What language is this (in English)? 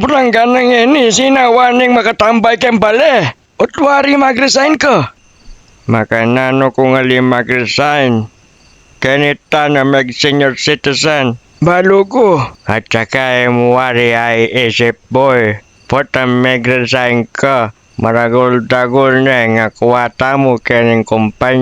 Pampanga